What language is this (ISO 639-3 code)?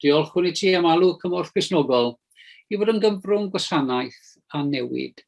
cym